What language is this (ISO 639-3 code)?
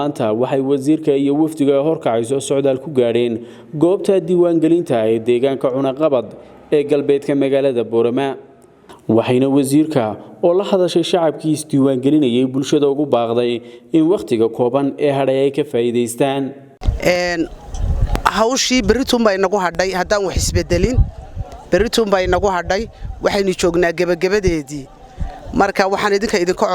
som